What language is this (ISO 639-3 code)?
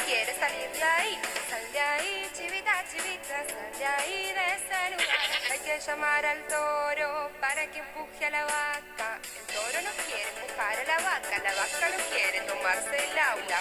spa